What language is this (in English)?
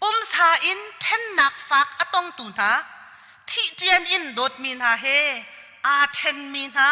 Hakha Chin